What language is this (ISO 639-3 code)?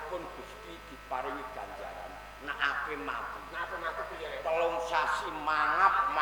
jav